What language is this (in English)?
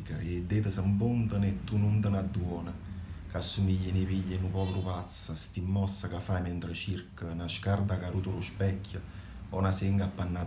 Neapolitan